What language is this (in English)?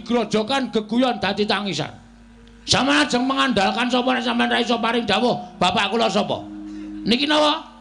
Javanese